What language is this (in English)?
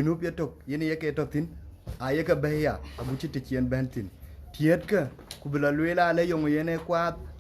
Dinka